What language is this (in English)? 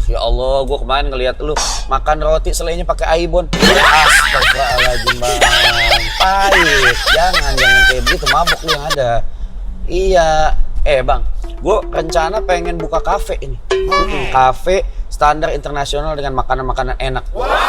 Betawi